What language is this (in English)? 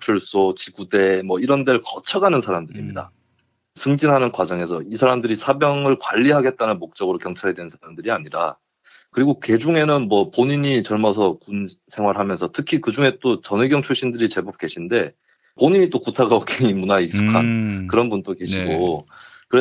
Korean